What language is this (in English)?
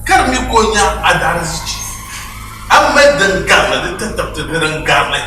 Dagbani